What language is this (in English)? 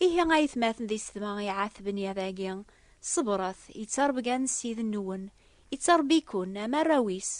Kabyle